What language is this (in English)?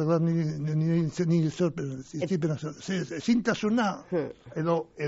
Basque